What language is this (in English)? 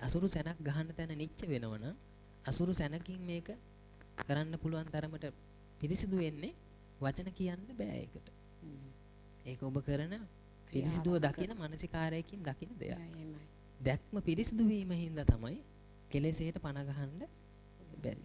Sinhala